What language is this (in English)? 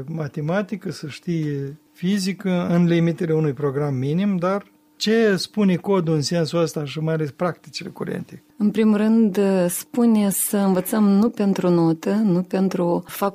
Romanian